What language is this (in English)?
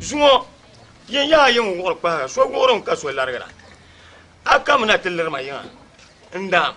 Dagbani